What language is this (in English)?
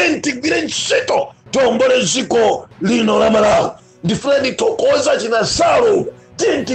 Nyanja